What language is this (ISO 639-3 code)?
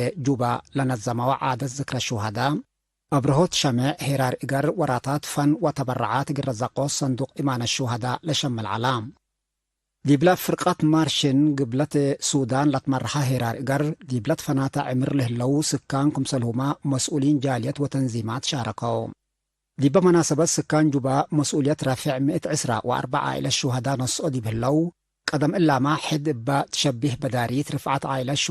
tig